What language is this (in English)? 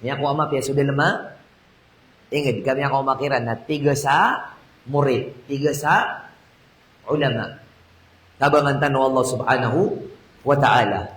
Maranao